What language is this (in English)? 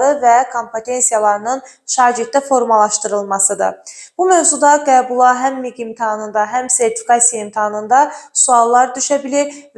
Azerbaijani